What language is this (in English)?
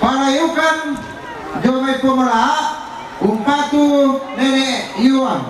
Toraja-Sa'dan